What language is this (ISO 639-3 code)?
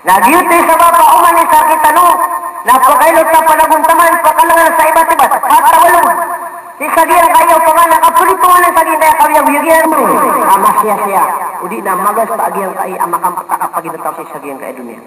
mrw